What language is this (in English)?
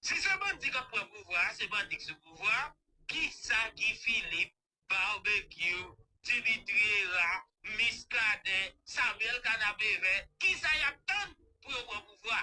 Haitian Creole